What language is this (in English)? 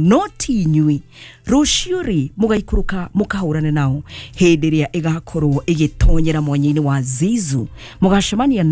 Kikuyu